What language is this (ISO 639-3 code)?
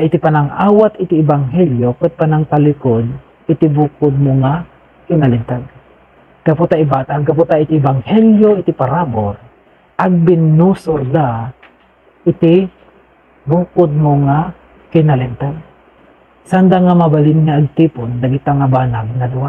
ilo